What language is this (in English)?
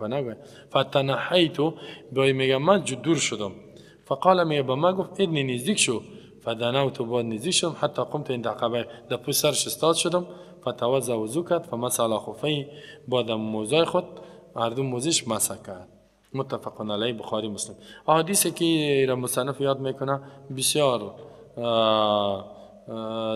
Persian